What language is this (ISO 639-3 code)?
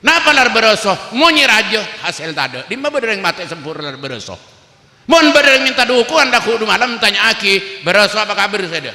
mad